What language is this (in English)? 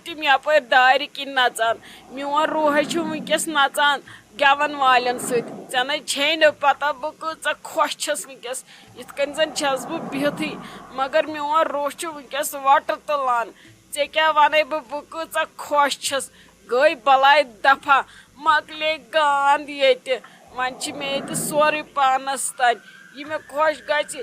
Kashmiri